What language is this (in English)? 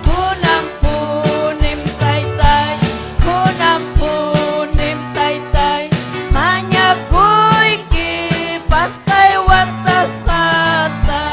Ayacucho Quechua